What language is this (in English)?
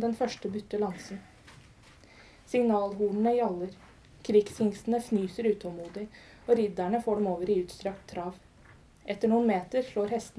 Norwegian